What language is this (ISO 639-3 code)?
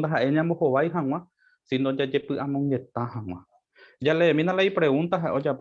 grn